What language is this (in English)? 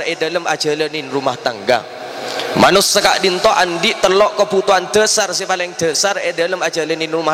Madurese